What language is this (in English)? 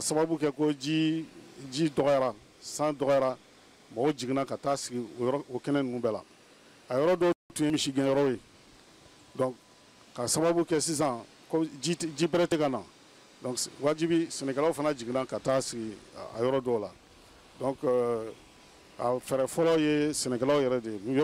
Bambara